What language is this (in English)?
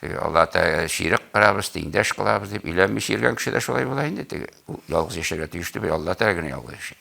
Tatar